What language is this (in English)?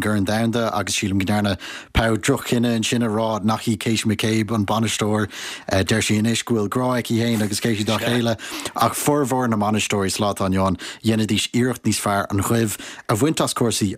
Irish